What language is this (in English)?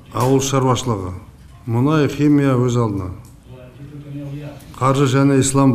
Kazakh